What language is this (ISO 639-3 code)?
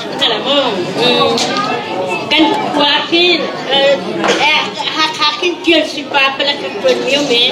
cnh